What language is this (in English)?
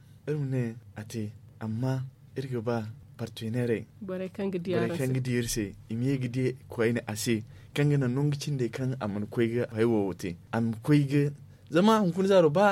Zarma